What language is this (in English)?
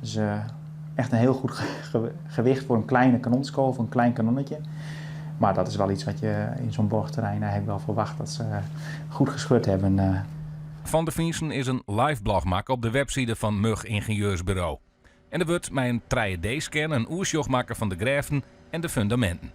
Western Frisian